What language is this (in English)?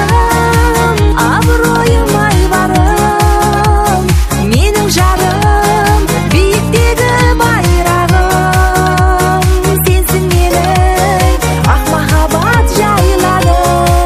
Kazakh